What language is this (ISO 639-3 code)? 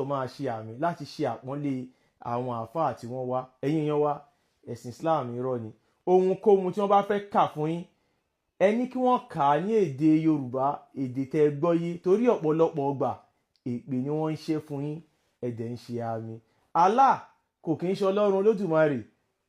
yor